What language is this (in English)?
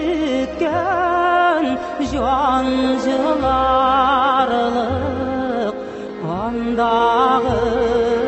Tatar